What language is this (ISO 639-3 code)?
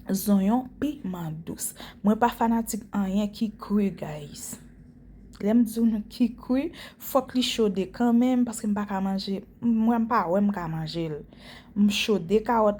hat